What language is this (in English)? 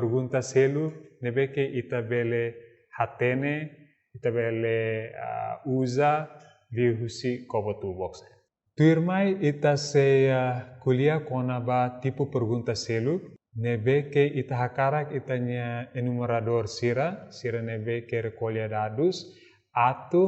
Tetum